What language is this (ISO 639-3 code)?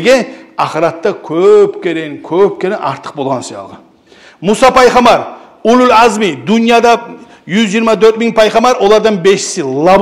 kum